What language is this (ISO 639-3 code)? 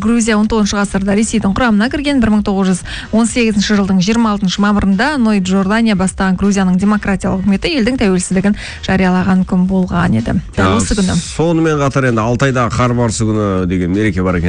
kaz